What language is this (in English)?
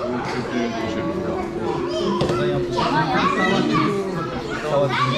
Tibetan